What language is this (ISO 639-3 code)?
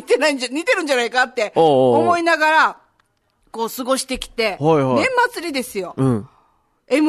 jpn